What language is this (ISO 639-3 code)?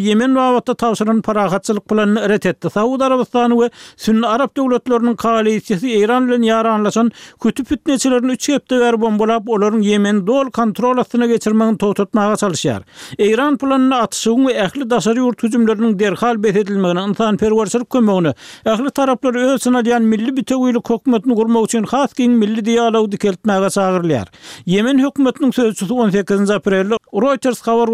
tuk